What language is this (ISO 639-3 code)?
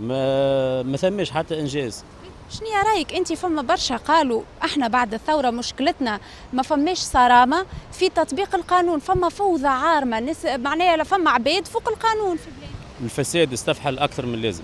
aeb